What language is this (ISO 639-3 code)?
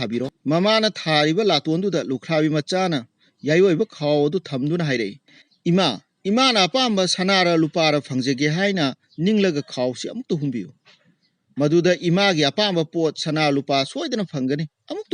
mni